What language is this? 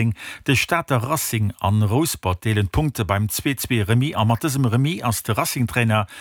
Luxembourgish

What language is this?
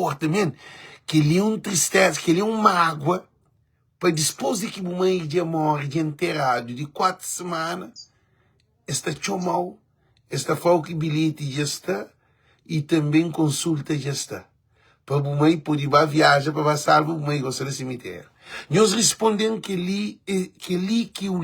Kabuverdianu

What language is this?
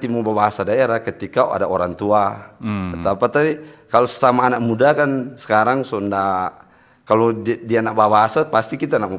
Manado Malay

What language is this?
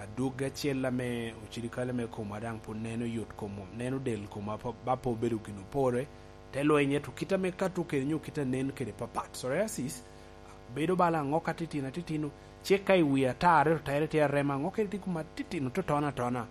Lango (Uganda)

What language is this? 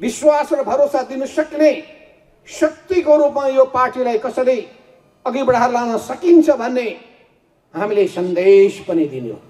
Nepali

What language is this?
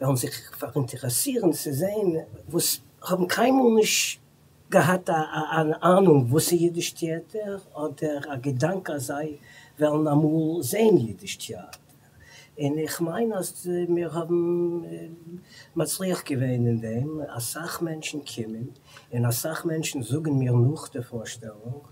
Yiddish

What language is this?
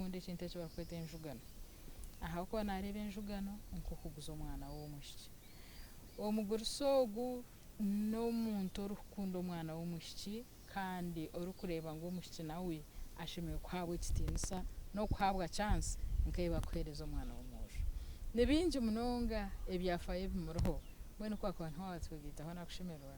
Nyankole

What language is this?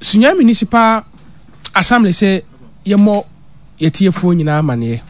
Akan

